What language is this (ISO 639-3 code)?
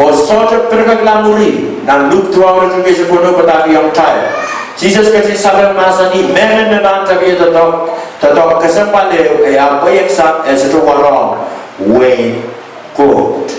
pon